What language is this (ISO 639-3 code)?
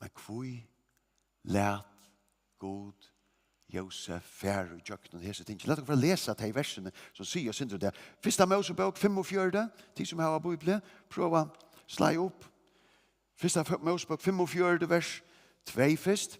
fao